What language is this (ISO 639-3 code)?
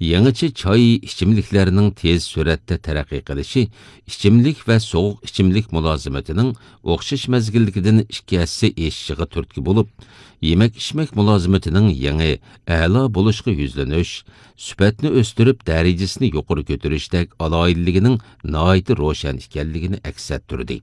uig